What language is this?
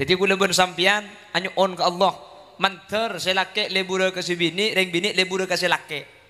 Madurese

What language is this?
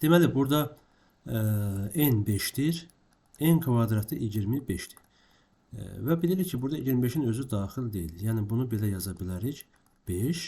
Azerbaijani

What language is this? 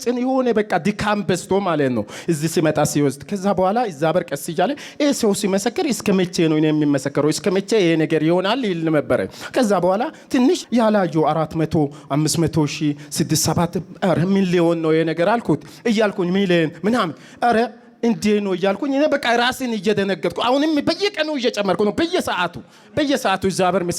Amharic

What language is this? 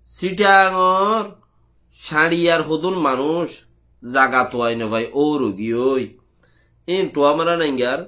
Rohingya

